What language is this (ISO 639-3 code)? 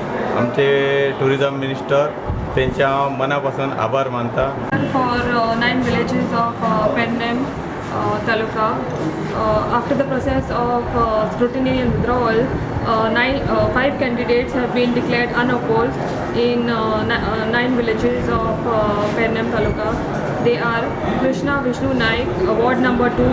kok